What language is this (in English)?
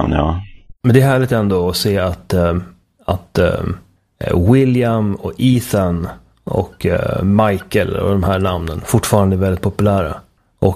Swedish